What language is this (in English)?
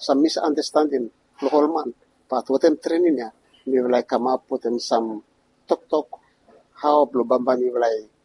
Bislama